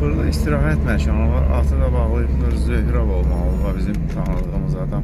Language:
Azerbaijani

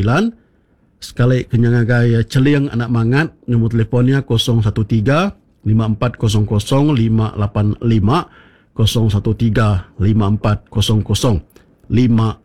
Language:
Iban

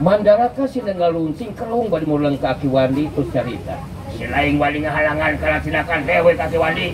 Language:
Sundanese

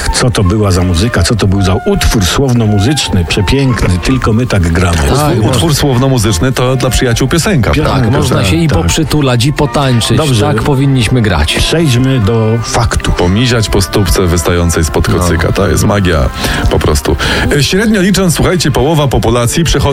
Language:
Polish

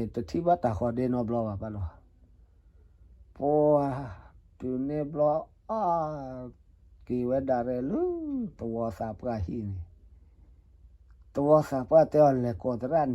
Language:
S'gaw Karen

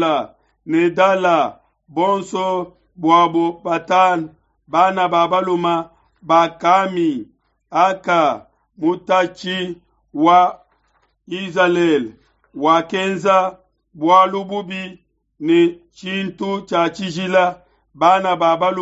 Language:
Luba-Lulua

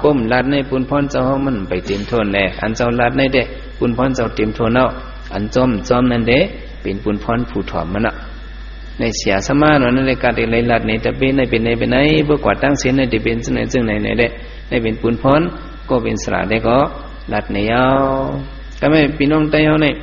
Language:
Shan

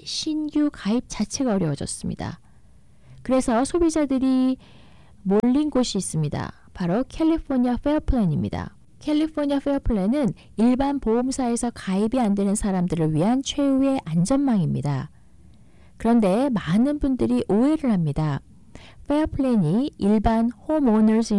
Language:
Korean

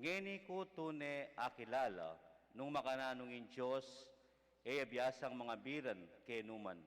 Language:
Pampanga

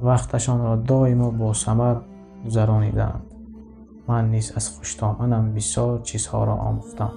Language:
Tajik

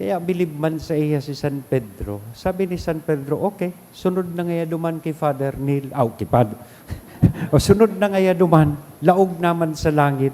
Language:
Bikol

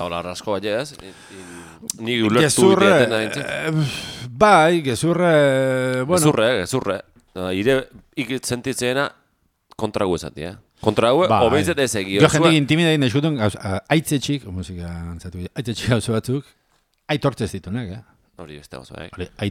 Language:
Basque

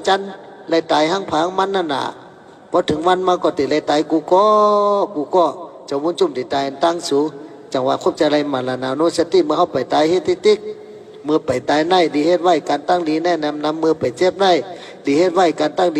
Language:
Shan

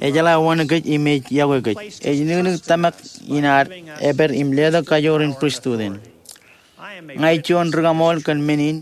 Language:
Marshallese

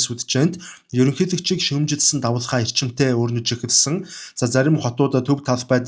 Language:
Mongolian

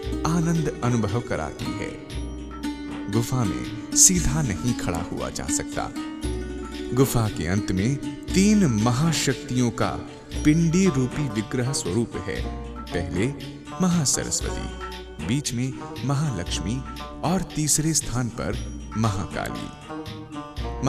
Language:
Hindi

